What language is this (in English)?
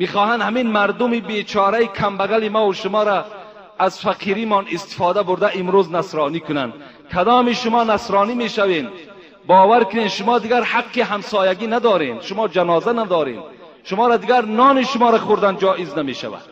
Tajik